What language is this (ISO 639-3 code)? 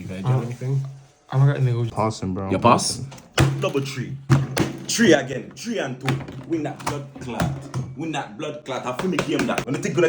jam